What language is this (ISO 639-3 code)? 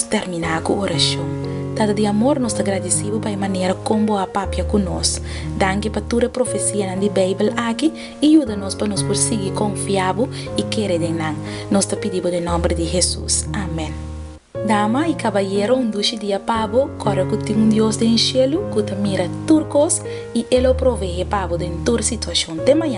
pap